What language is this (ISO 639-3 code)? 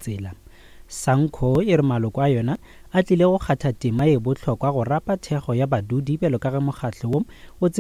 nso